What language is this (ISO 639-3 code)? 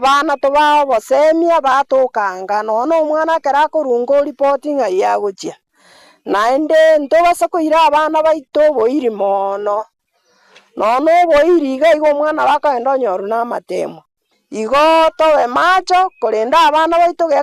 guz